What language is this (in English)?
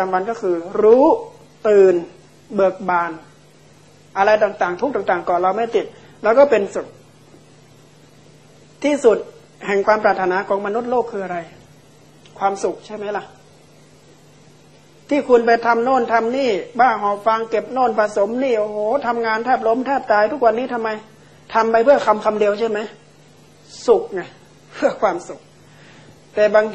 Thai